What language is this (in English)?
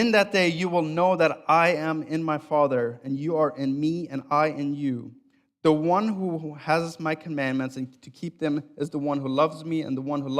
Plautdietsch